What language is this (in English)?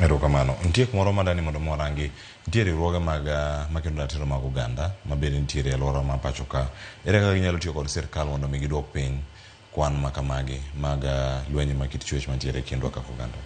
Luo (Kenya and Tanzania)